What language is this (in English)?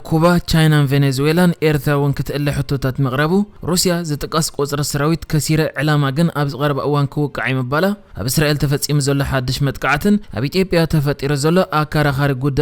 Tigrinya